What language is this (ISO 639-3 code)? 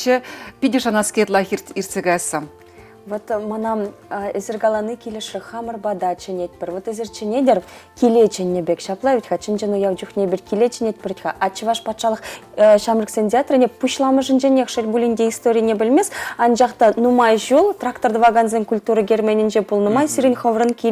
chv